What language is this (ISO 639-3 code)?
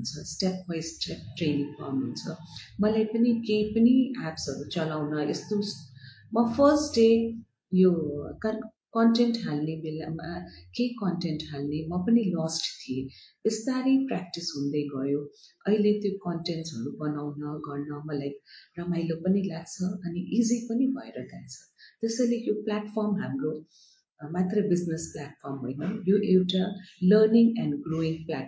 nep